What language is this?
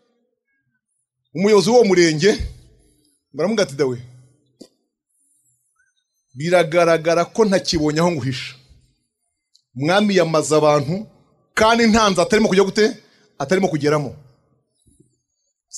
Kinyarwanda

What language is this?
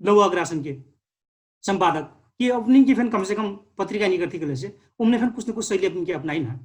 Dangaura Tharu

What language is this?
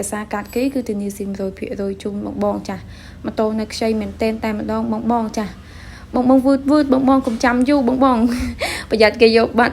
Khmer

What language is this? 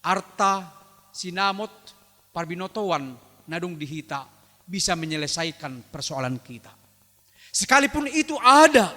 Batak Toba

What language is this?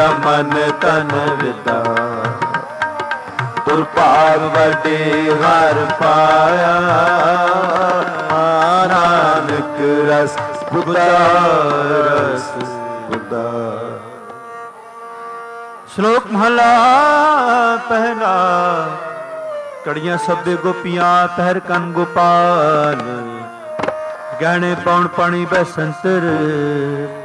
Punjabi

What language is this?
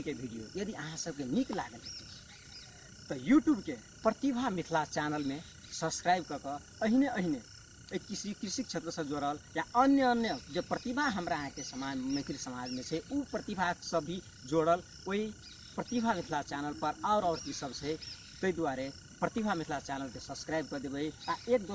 Maithili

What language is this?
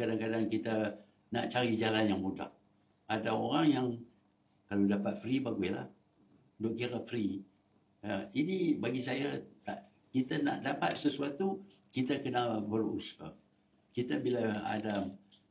Malay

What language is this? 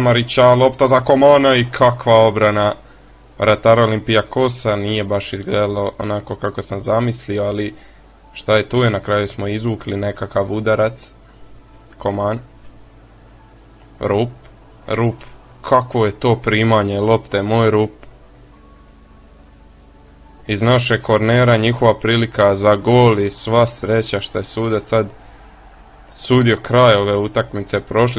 Croatian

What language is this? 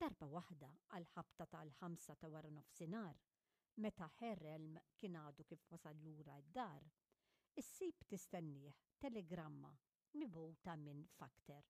Maltese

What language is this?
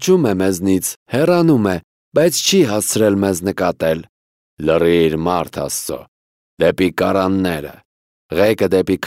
Armenian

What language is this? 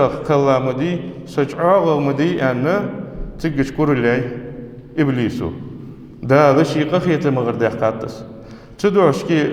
Ingush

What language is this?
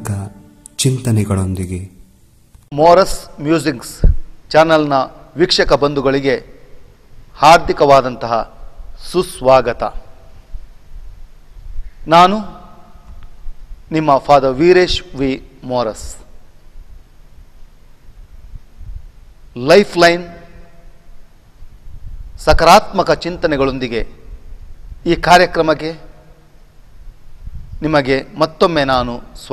Kannada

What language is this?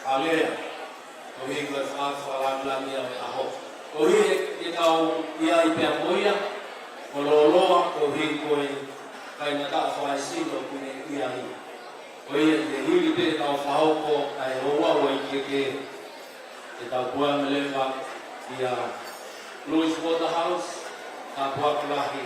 Tongan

